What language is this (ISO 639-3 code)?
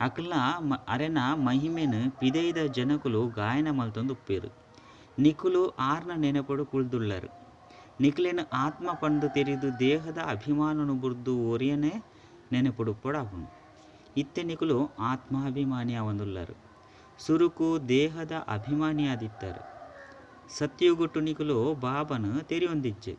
tcy